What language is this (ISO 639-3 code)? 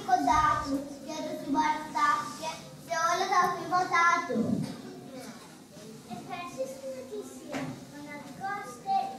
ell